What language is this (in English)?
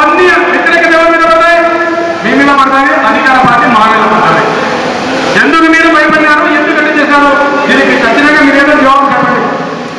Telugu